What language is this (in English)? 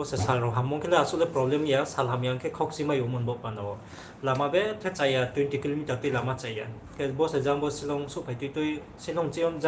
Riang (India)